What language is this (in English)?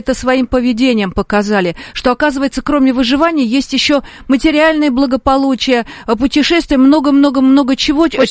Russian